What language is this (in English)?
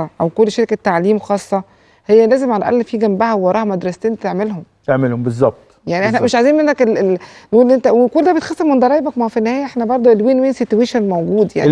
Egyptian Arabic